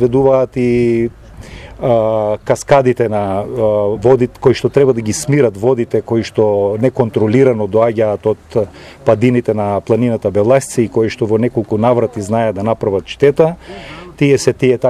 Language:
Macedonian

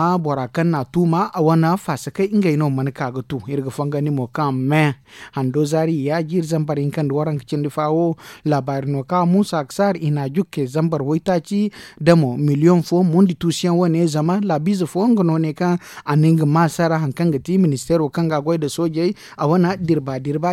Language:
Zarma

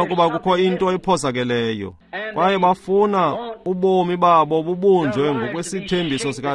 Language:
Xhosa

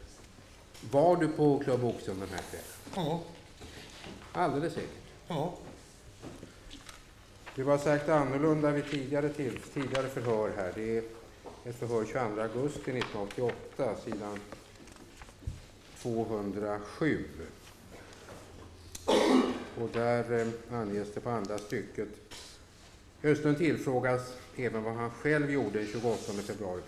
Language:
Swedish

